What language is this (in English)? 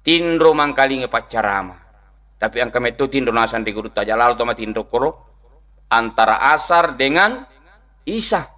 Buginese